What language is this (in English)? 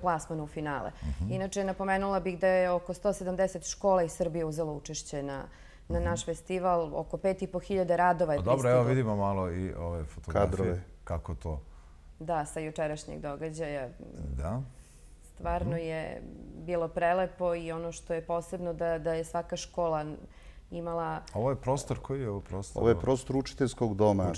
Serbian